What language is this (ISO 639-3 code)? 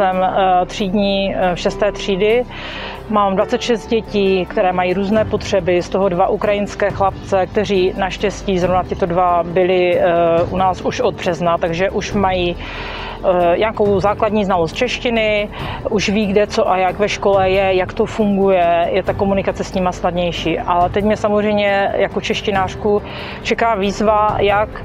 ces